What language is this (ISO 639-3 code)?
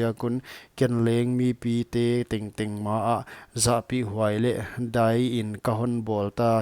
pck